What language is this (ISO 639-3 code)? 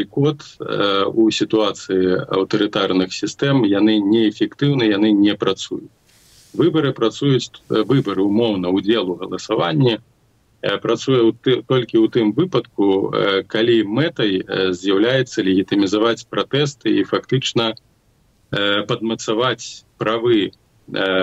bel